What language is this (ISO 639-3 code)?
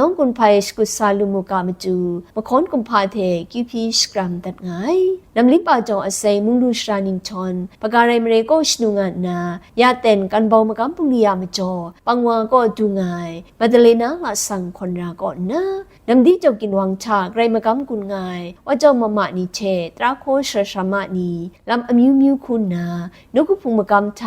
kac